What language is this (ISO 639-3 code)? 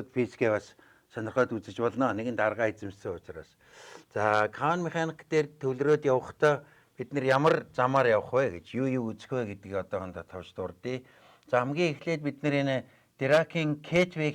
mon